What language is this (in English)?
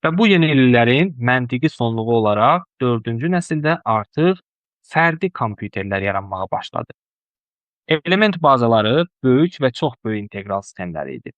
Azerbaijani